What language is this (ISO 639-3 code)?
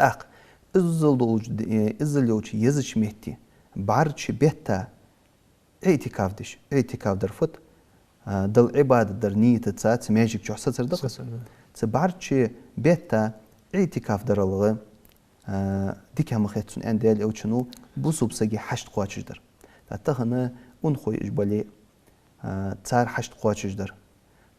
inh